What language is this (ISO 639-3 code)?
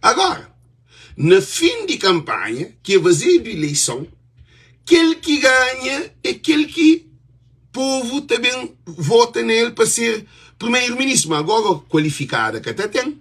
kea